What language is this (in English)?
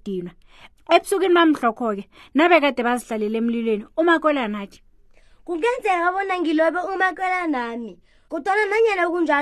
South Ndebele